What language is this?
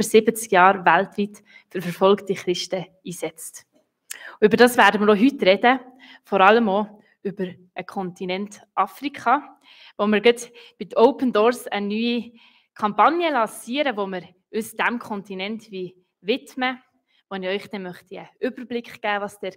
Swiss German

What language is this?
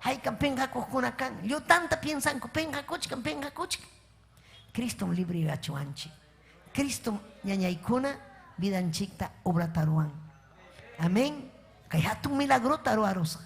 Ayacucho Quechua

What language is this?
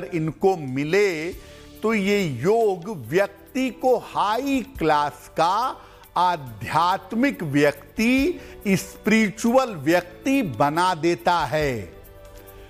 Hindi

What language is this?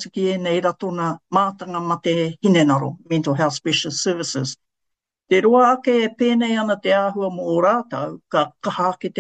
Māori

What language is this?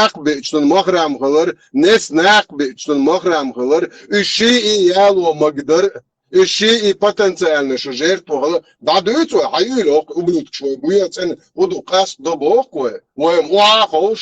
Chechen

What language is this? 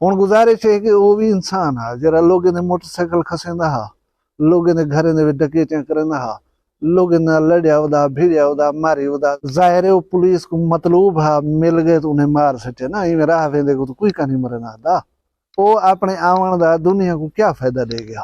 Saraiki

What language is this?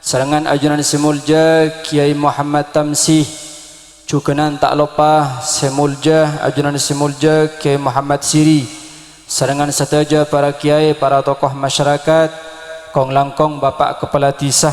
Madurese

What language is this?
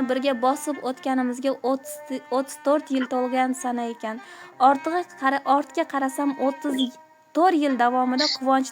Uzbek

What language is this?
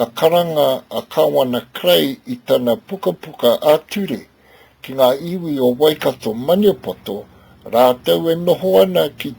Māori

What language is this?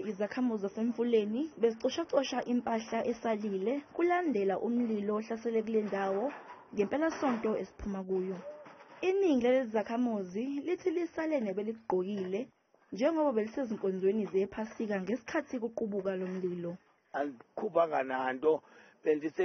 Zulu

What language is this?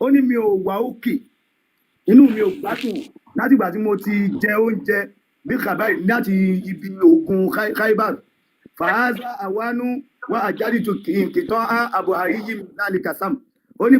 Yoruba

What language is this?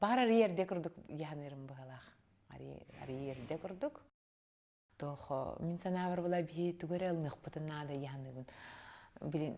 Yakut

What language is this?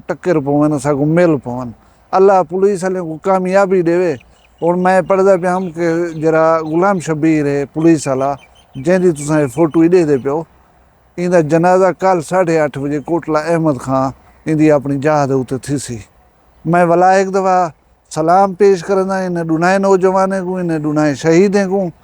Saraiki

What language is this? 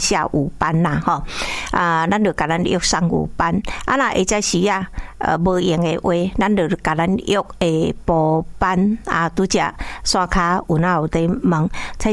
Min Nan Chinese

